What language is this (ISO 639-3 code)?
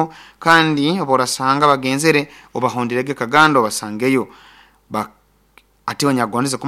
nyo